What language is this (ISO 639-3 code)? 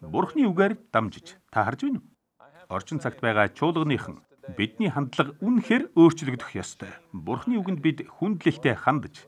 mon